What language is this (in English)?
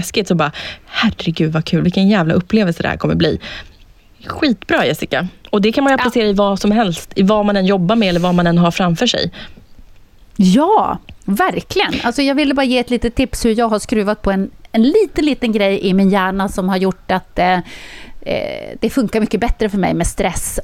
Swedish